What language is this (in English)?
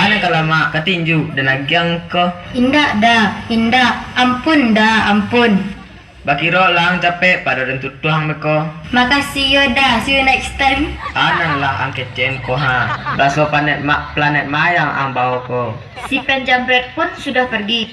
Minangkabau